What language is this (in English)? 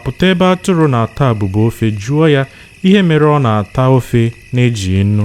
Igbo